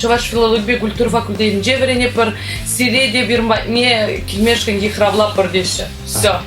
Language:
Chuvash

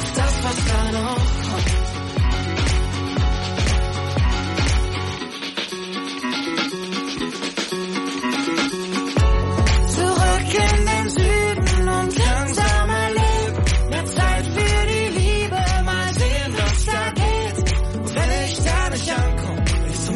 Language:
German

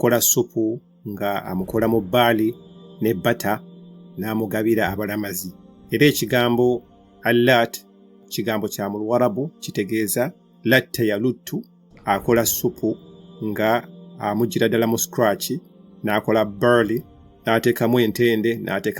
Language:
Ganda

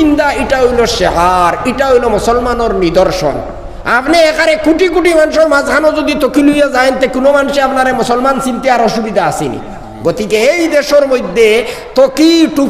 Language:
Sylheti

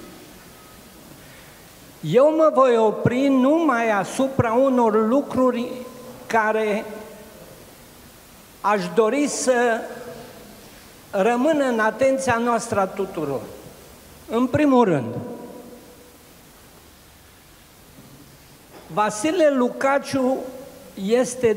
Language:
Romanian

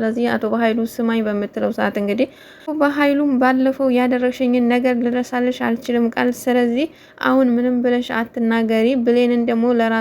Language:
Amharic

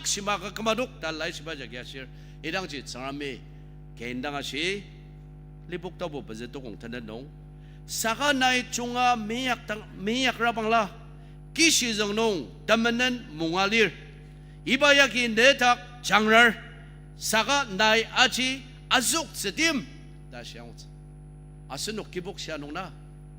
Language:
Ao Naga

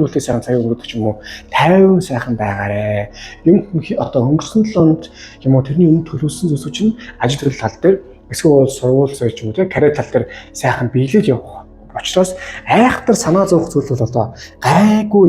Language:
Mongolian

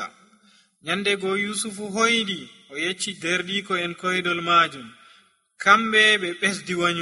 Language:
Nigerian Fulfulde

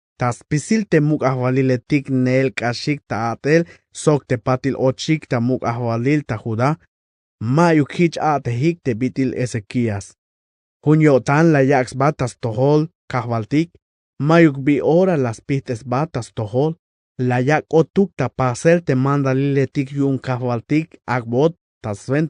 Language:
Tzeltal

